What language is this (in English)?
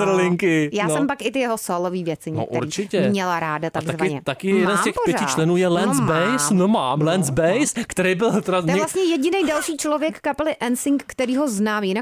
Czech